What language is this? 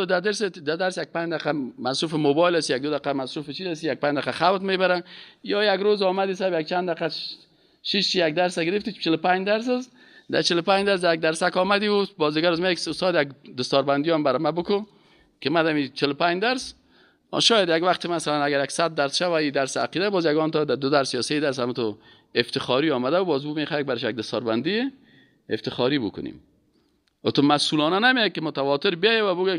Persian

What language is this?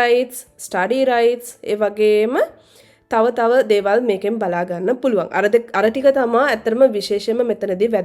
Sinhala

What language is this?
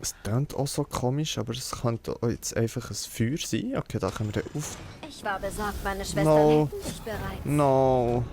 Swiss German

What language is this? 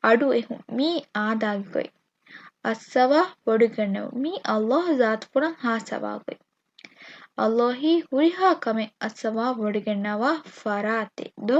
Divehi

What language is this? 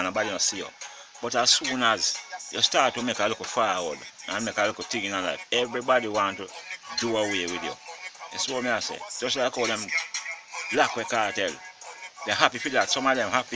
Jamaican Creole English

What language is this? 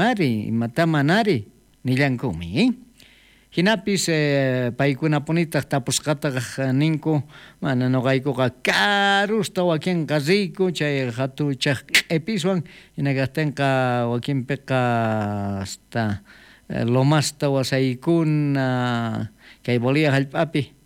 South Bolivian Quechua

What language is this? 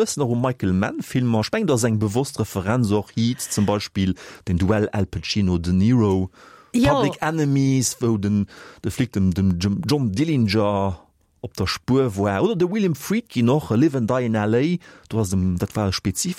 Luxembourgish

